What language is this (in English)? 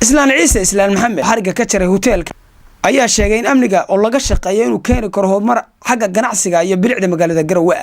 Somali